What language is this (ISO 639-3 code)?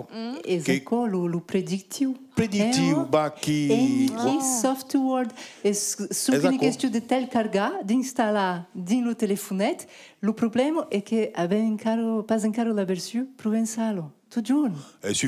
oci